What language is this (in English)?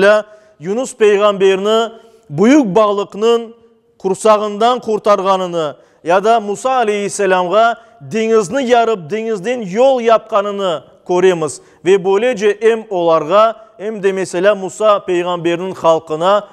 Crimean Tatar